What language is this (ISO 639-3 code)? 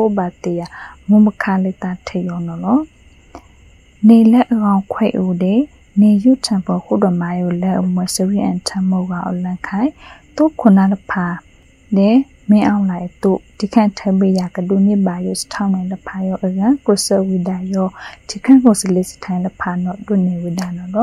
mya